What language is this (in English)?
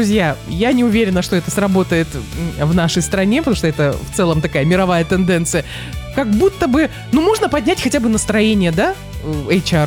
Russian